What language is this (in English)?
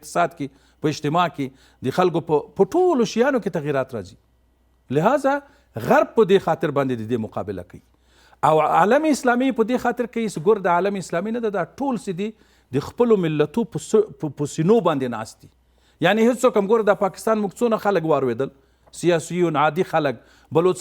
Pashto